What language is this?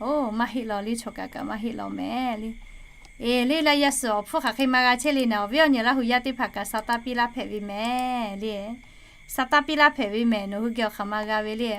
Lahu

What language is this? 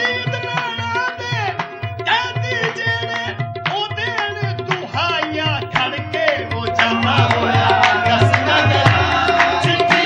Punjabi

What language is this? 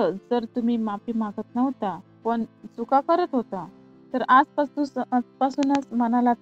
Marathi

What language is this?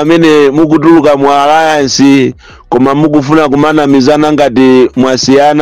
Nyanja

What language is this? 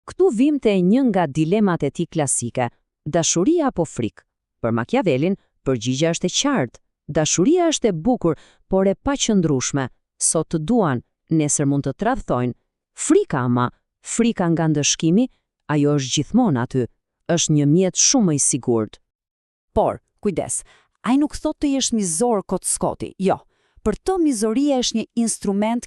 Albanian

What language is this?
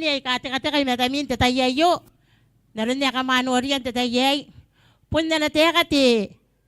Gilbertese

